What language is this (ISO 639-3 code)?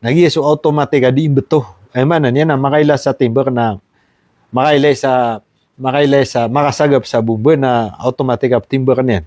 mrw